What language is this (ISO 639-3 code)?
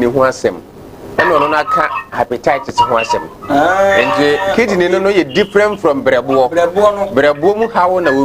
aka